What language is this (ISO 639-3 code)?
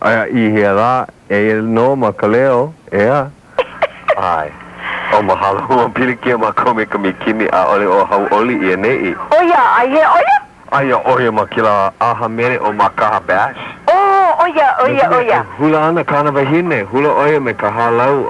haw